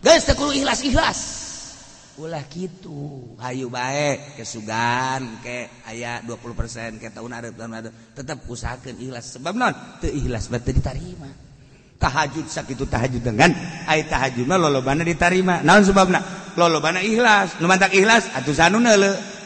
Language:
Sundanese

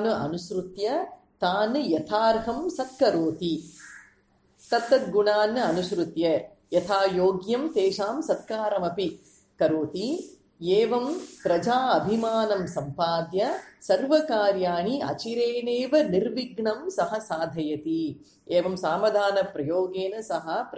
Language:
Sanskrit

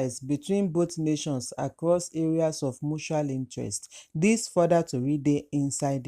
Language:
Nigerian Pidgin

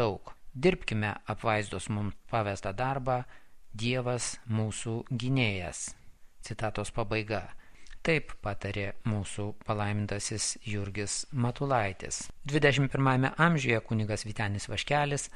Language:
Lithuanian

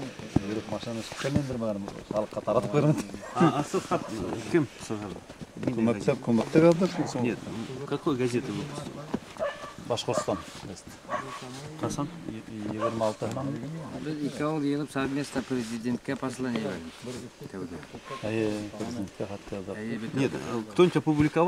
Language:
Bashkir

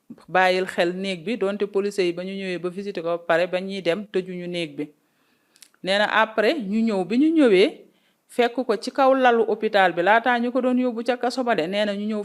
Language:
Wolof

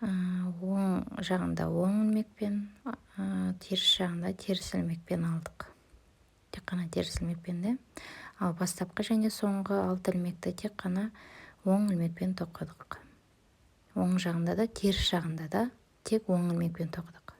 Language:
Kazakh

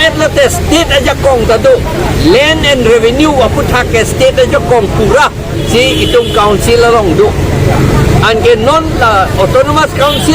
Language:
Karbi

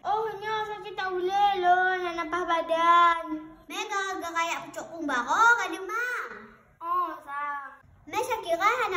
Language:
Achinese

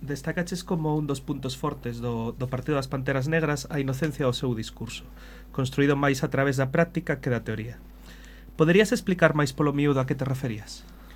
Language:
Galician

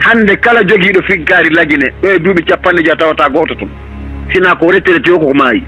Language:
Fula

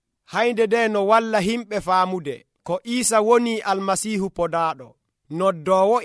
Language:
Nigerian Fulfulde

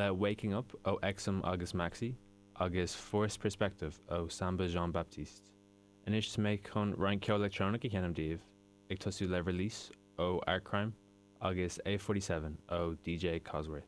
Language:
Irish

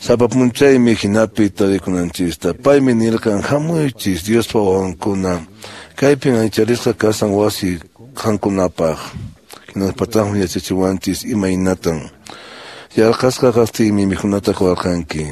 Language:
Quechua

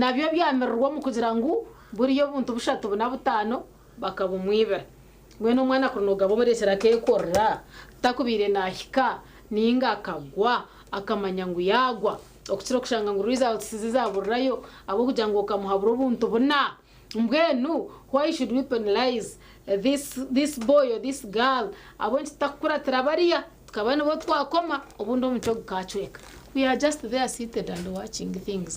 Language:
Nyankole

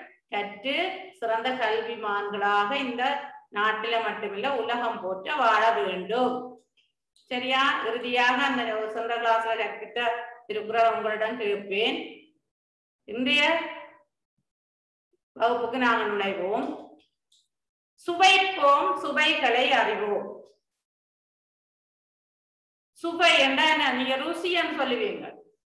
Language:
Tamil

